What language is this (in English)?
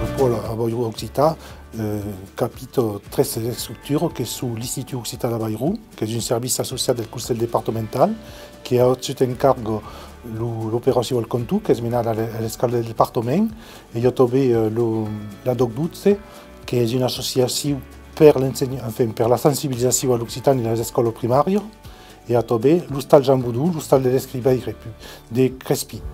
Occitan